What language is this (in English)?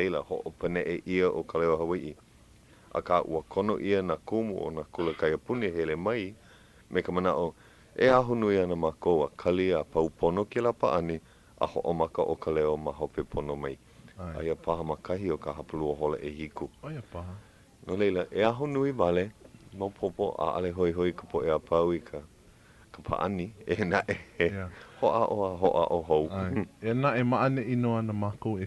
Hawaiian